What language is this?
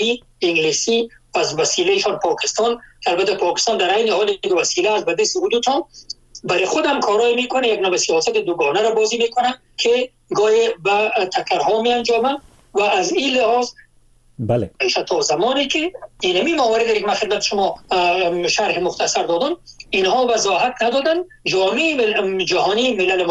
Persian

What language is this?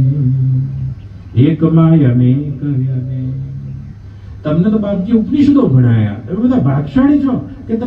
Gujarati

